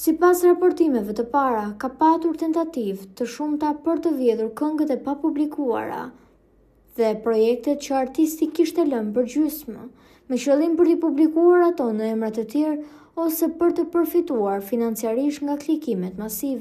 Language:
Albanian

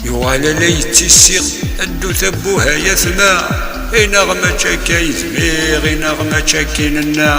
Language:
Kabyle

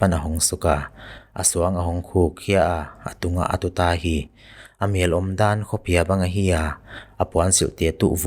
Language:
Paite Chin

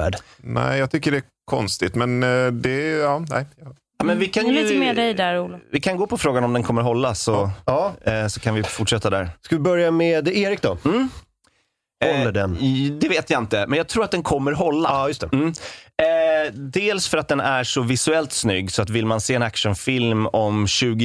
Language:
Swedish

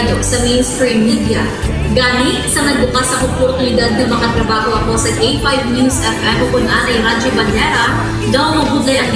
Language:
Hiligaynon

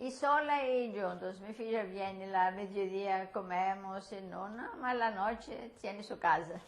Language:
Ladino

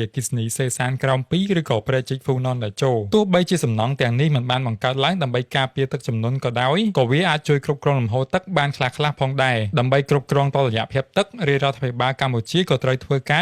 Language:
Khmer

